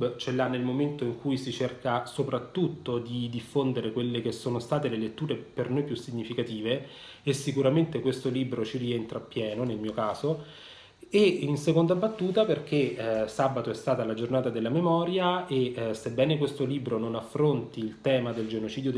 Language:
Italian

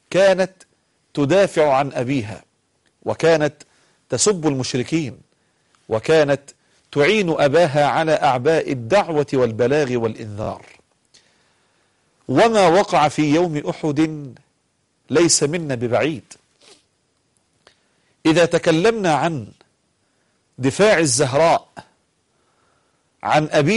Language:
Arabic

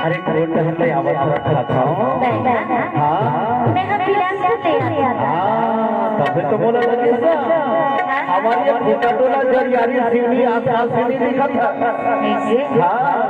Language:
Chhattisgarhi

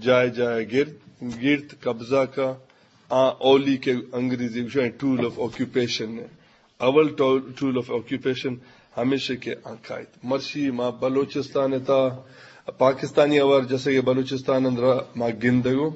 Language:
Eastern Balochi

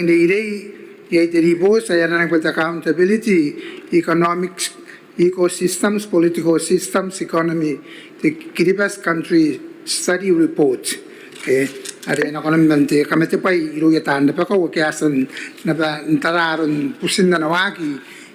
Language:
Gilbertese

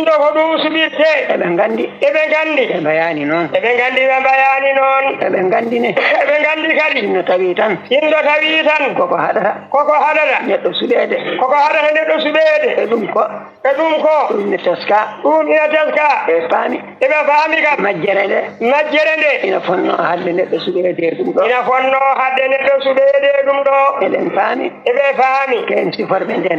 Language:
Fula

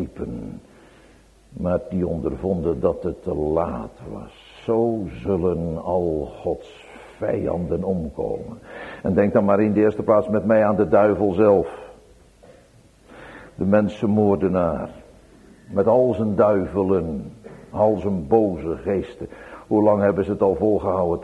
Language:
Dutch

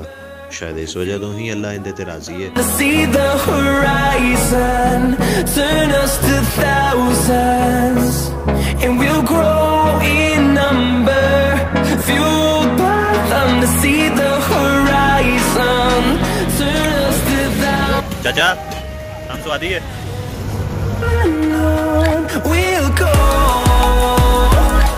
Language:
Punjabi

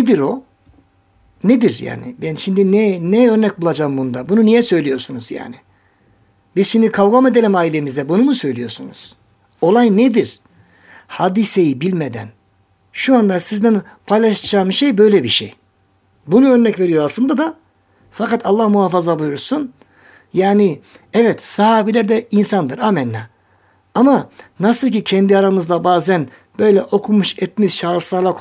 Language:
Turkish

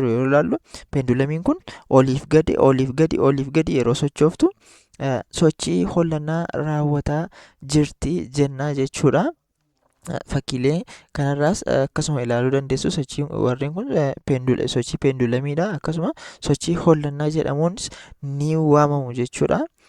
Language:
Oromo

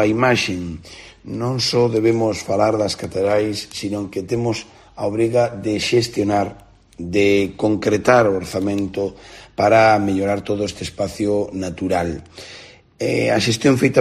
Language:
Galician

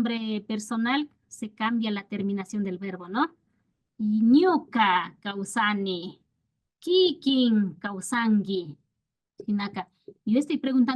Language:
Imbabura Highland Quichua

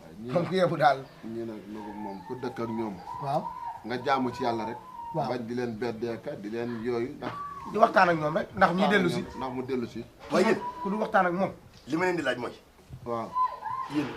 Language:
Wolof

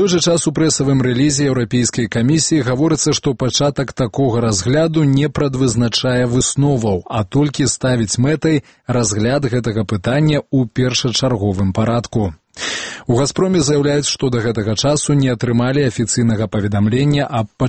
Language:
Belarusian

